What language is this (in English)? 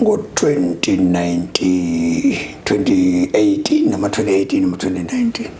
Zulu